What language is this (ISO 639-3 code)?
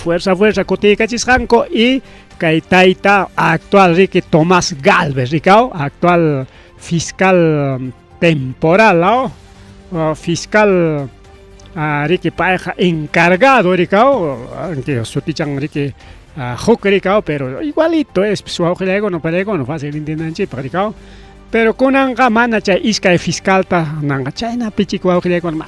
quy